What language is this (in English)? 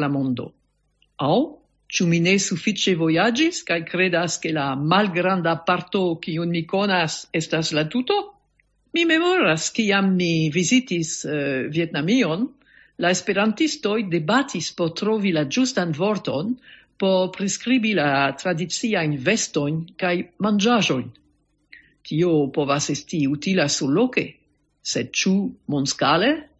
Esperanto